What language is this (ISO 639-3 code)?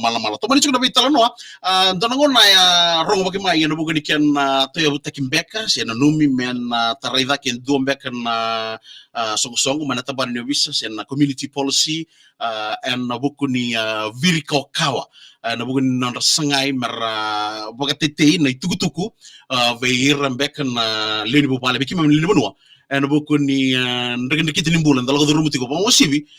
fij